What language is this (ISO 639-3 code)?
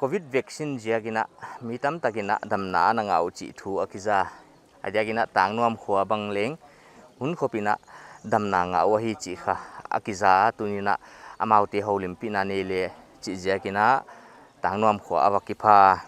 pck